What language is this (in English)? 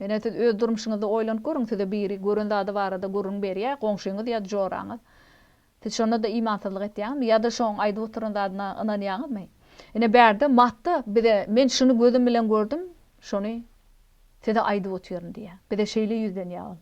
Turkmen